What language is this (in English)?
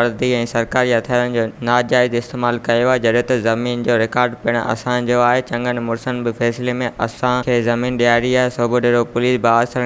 Sindhi